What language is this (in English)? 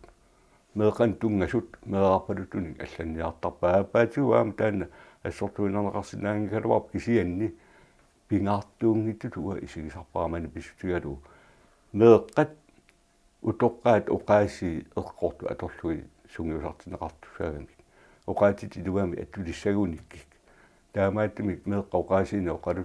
Kalaallisut